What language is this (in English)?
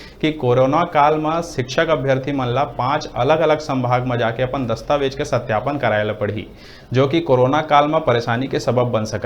Chhattisgarhi